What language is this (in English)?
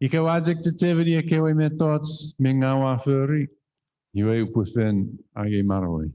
Chuukese